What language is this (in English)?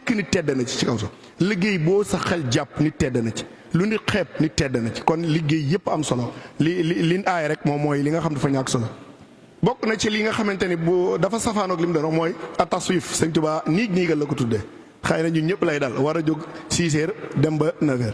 Wolof